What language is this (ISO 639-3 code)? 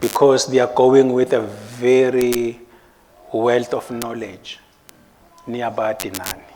ssw